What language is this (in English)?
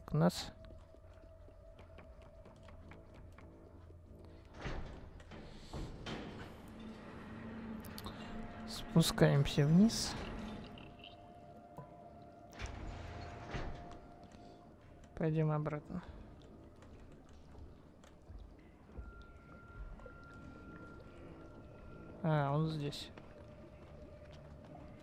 Russian